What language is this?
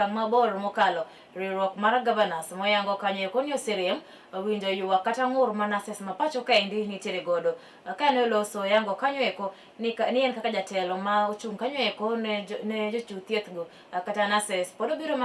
Luo (Kenya and Tanzania)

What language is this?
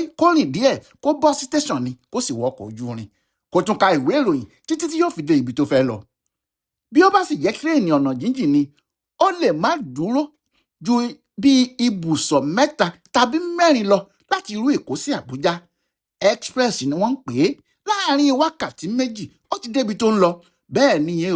Yoruba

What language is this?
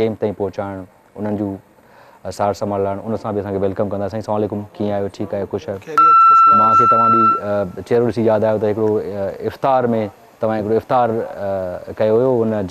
Sindhi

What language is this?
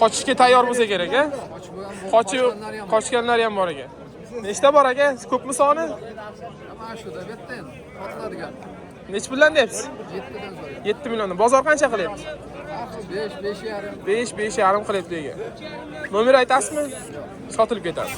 Uzbek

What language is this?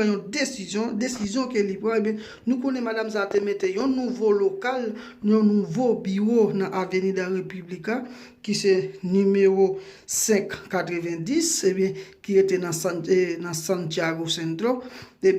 Haitian Creole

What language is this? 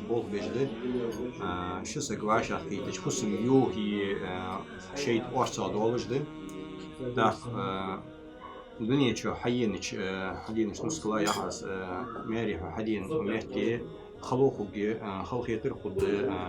Ingush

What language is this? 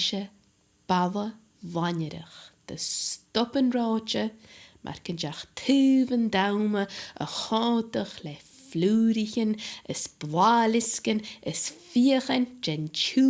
Scottish Gaelic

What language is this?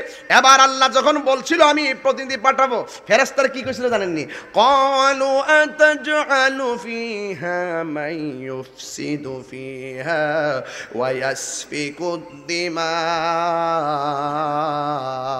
Bangla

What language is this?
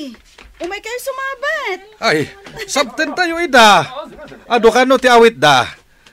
Iloko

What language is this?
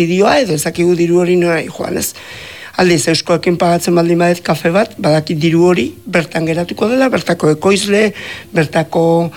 Basque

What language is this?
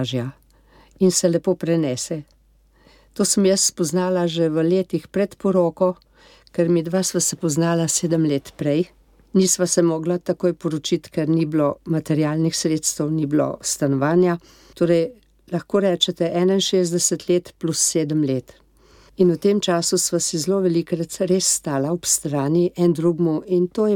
Slovenian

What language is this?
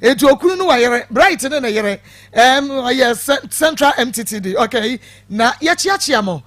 Akan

